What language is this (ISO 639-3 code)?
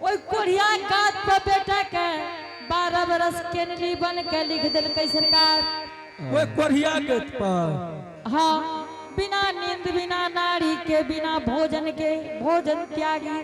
anp